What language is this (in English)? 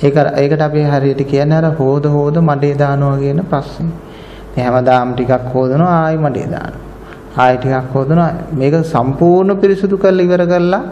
Sinhala